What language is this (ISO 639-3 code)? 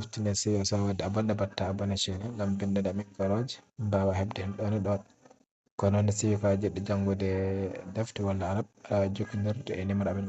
ful